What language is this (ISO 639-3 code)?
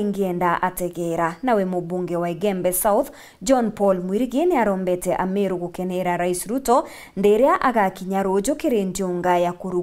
mer